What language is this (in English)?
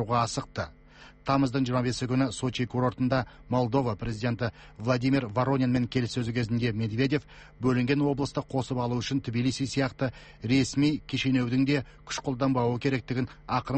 Kazakh